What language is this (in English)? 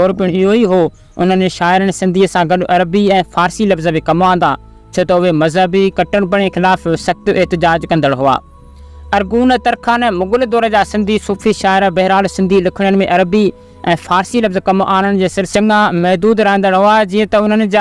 Sindhi